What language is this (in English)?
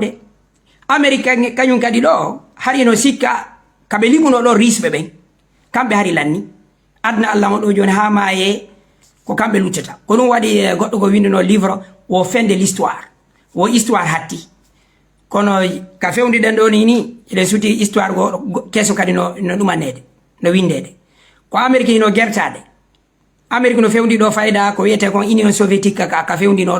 Fula